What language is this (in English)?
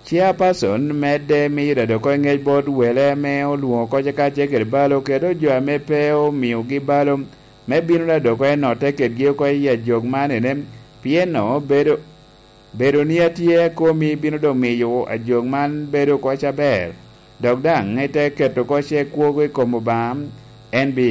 Lango (Uganda)